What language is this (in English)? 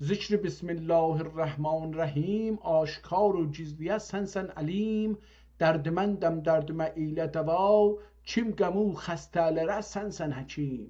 South Azerbaijani